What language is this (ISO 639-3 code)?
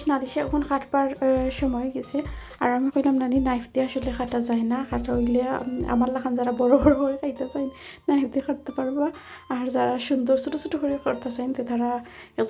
syl